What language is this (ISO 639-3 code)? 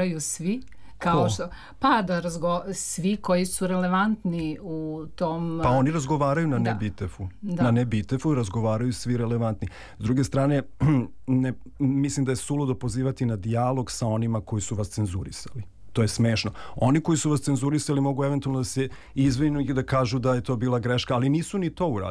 srp